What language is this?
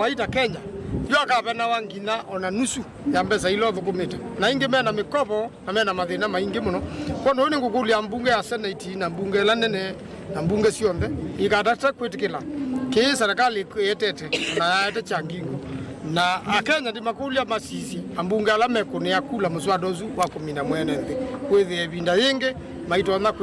Kamba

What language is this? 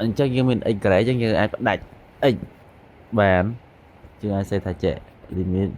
Khmer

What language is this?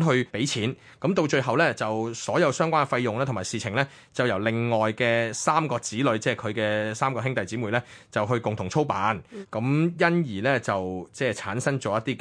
Cantonese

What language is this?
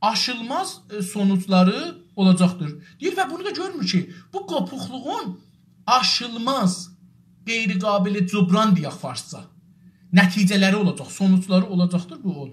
South Azerbaijani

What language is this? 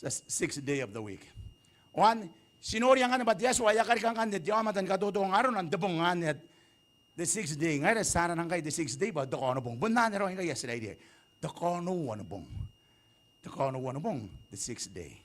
Gilbertese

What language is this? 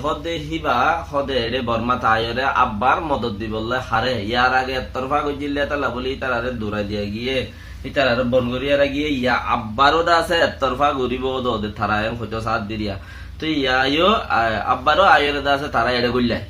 Rohingya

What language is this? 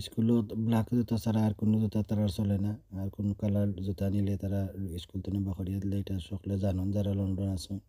Sylheti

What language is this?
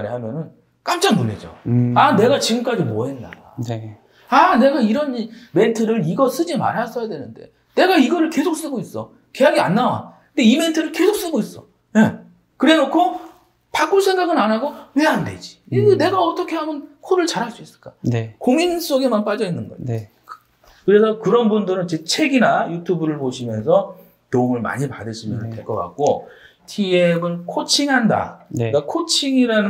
Korean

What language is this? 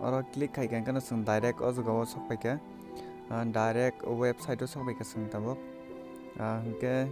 Kok Borok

